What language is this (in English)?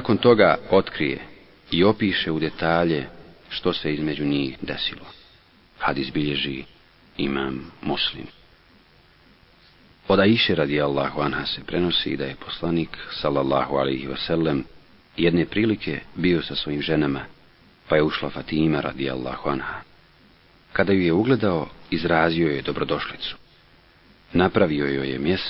Bosnian